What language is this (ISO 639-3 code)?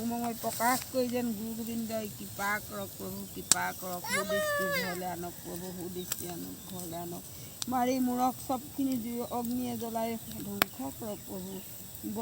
asm